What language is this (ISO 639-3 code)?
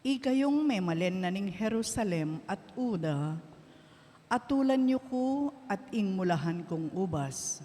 pam